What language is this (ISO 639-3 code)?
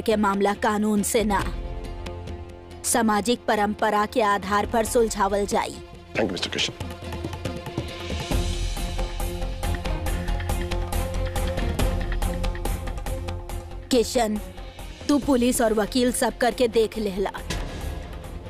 bho